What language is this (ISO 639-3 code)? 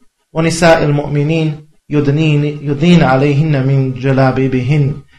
bos